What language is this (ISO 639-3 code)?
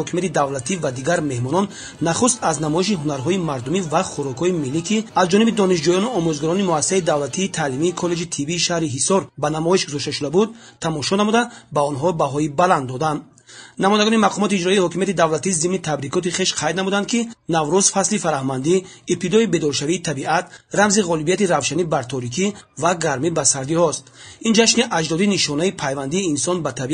tgk